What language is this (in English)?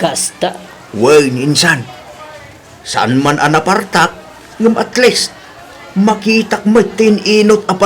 Iloko